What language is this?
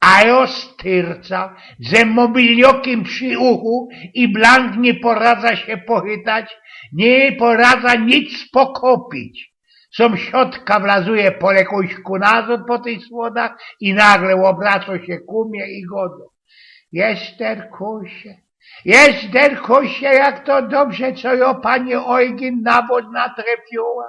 Silesian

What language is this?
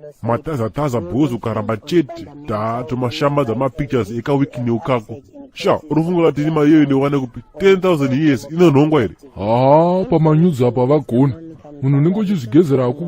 Shona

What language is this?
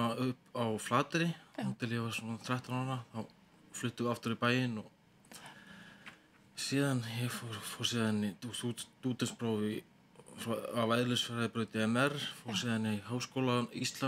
Icelandic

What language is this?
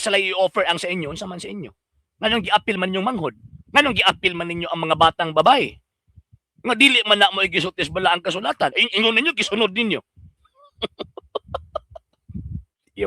Cebuano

